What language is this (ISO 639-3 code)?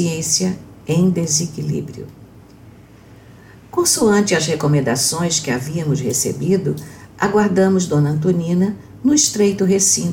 por